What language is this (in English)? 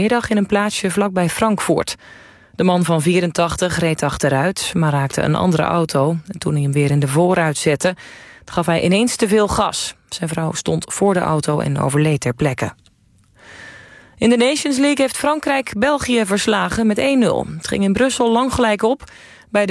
Dutch